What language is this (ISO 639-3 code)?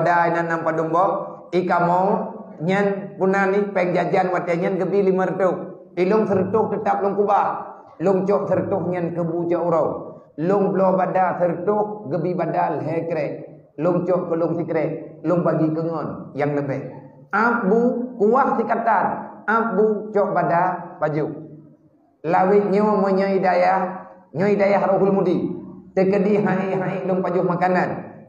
ace